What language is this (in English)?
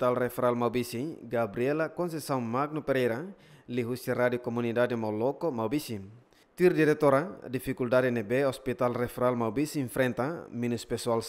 Tetum